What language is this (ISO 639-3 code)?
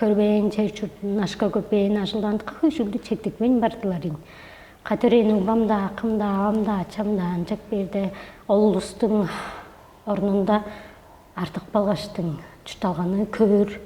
tyv